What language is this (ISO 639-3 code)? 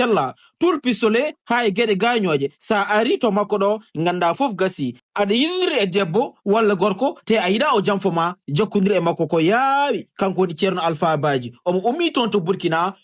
ful